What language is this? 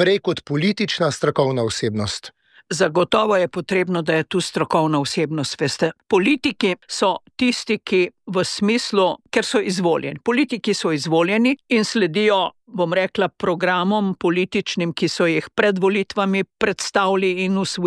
Slovenian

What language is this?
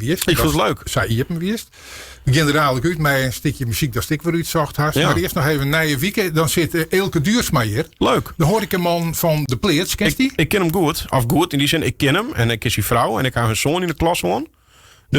Western Frisian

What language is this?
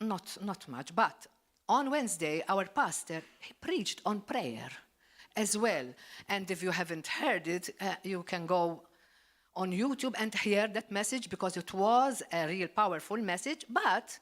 English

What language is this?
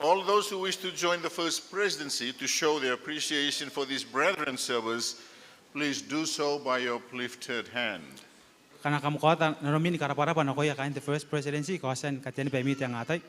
Gilbertese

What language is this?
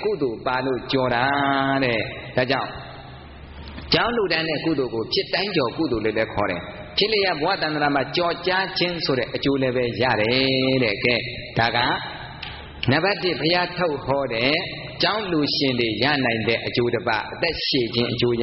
Burmese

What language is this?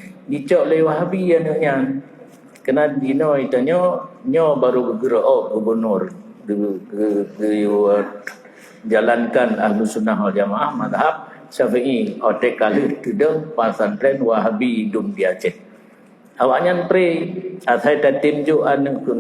Achinese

